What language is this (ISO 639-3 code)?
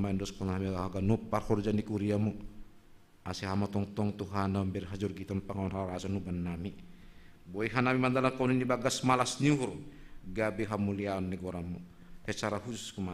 bts